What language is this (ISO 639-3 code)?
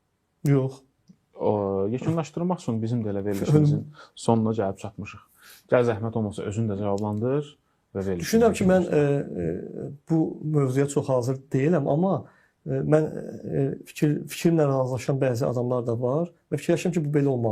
aze